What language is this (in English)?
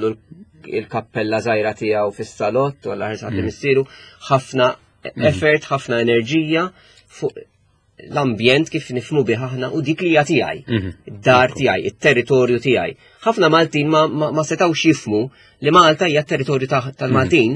Maltese